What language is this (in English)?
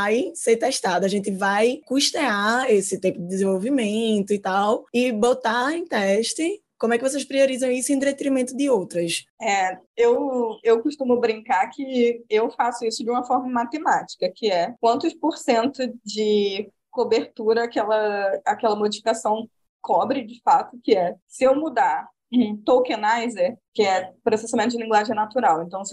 Portuguese